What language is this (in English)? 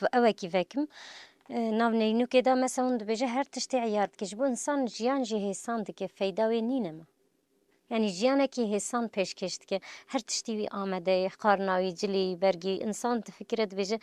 Kurdish